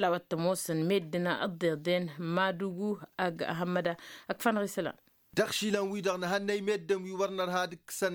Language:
Tamasheq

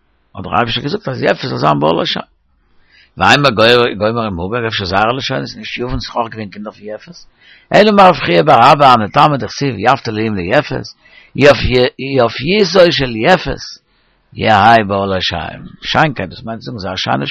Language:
Yiddish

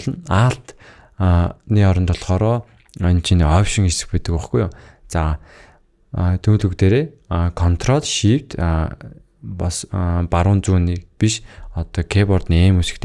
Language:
Mongolian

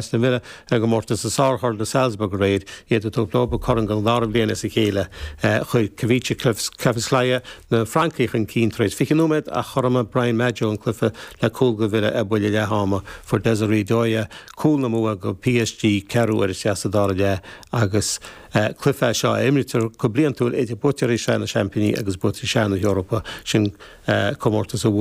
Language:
Irish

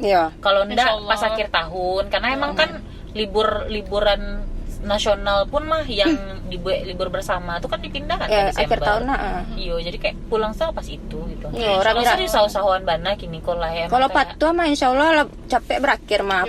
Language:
Minangkabau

